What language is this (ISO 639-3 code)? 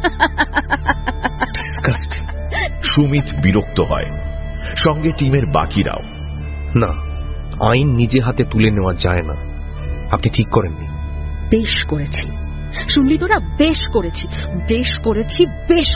ben